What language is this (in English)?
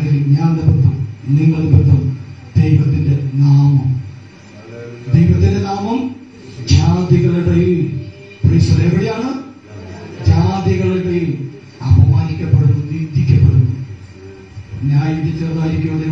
Malayalam